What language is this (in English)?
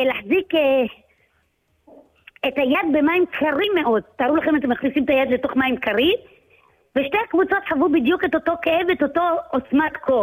Hebrew